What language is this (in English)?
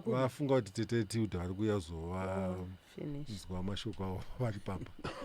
Shona